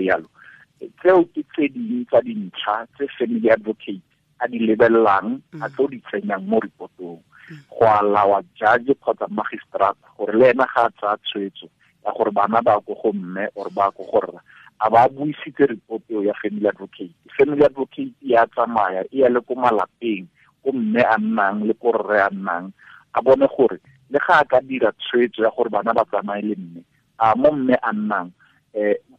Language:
Tswana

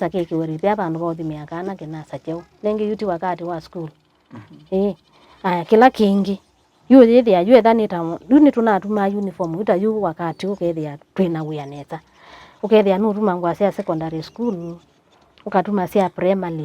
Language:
Kamba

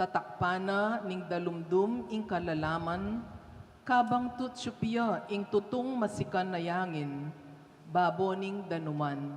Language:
Pampanga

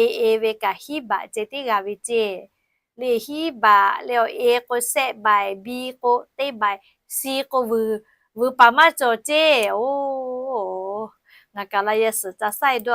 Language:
Lahu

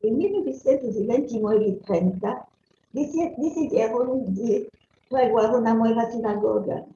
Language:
Ladino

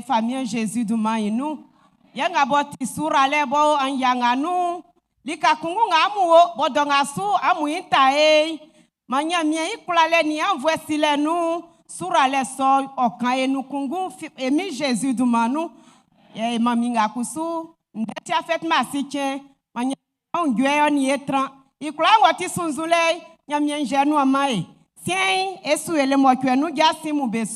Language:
Baoulé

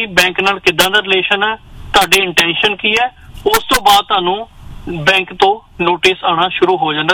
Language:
Punjabi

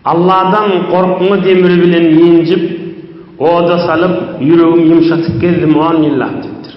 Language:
Turkmen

